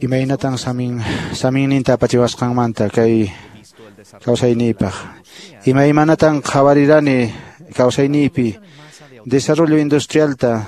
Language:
Quechua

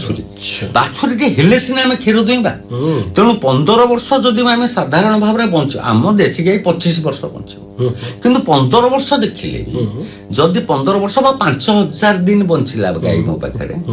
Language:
Odia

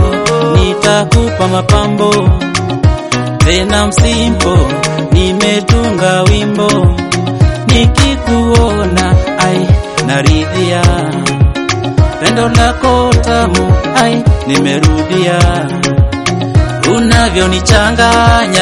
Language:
Swahili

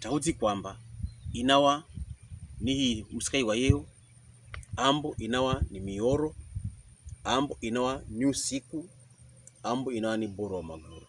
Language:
Pokomo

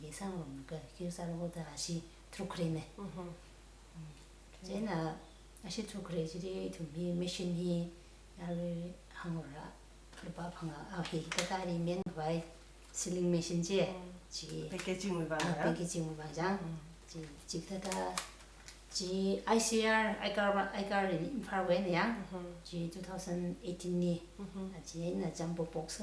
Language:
Tangkhul Naga (India)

